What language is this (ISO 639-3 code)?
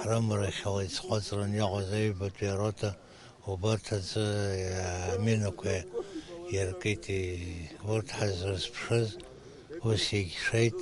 abk